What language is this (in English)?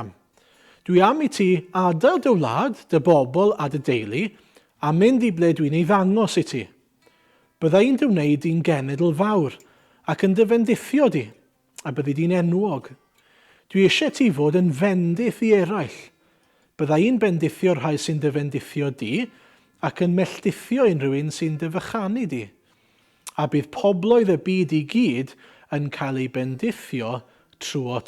Welsh